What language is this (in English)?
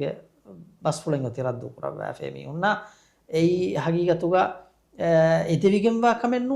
Divehi